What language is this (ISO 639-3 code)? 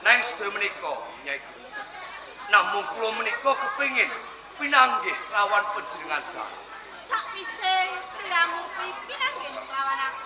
jav